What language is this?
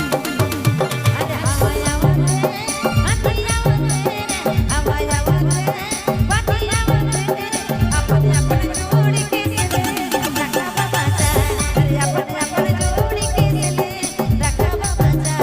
Sadri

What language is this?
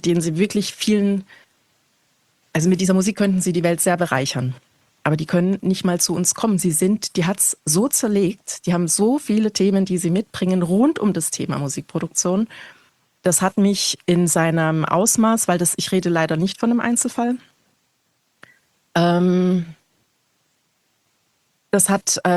German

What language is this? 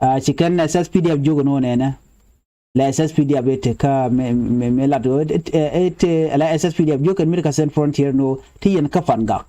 Nuer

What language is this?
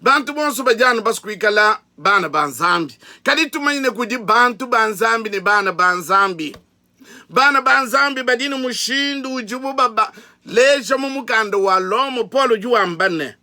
Luba-Lulua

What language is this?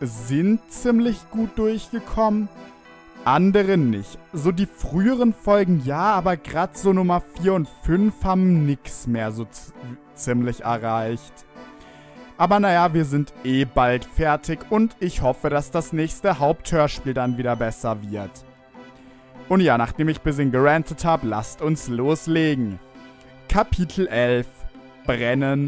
German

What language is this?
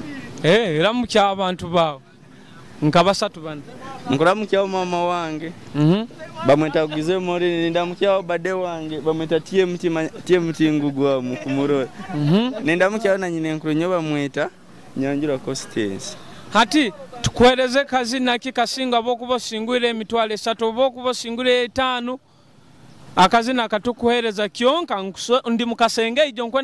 Nyoro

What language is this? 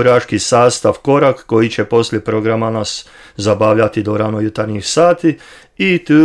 Serbian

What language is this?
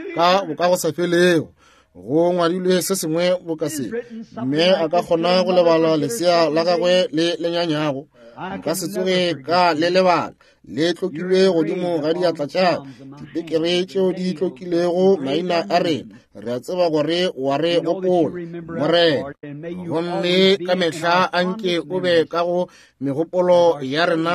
Northern Sotho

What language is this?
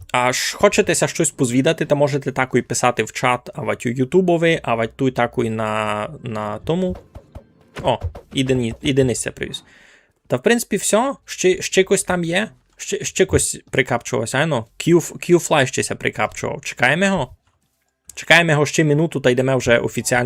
Rusyn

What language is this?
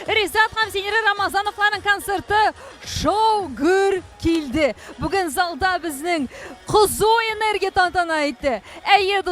Tatar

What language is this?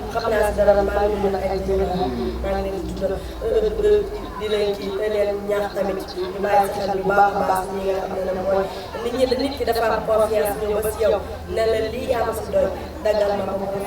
Wolof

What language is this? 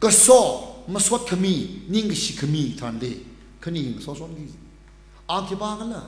Tangkhul Naga (India)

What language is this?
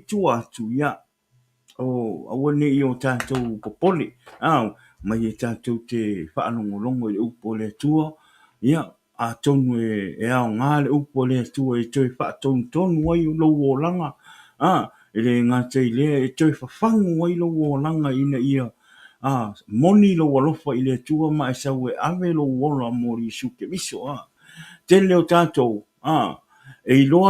Samoan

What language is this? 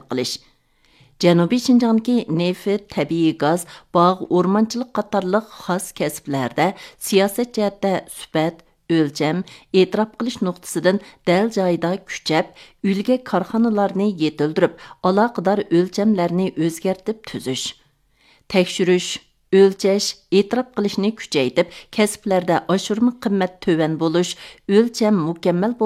Uyghur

